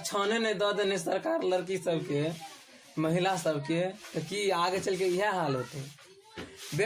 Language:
Maithili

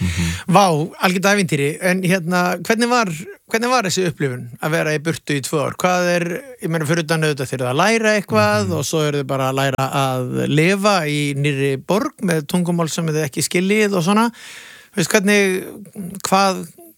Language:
Icelandic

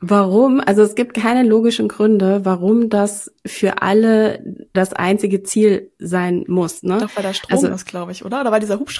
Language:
German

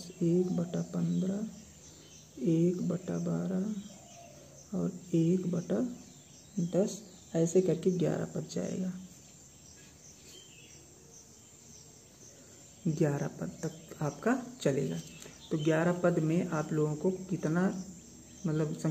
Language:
Hindi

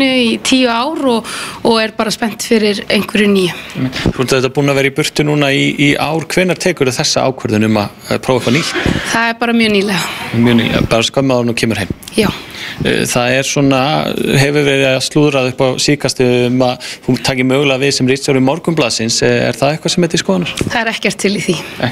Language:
Icelandic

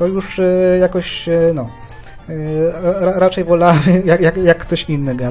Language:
Polish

